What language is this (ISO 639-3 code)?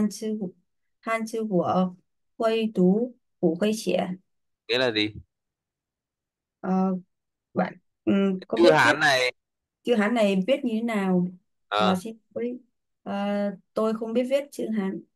vie